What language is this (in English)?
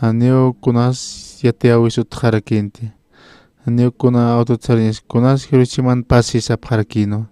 Aymara